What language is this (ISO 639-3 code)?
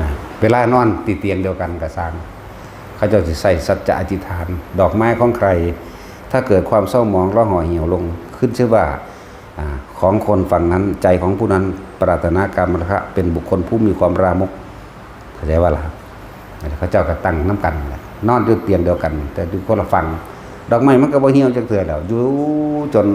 tts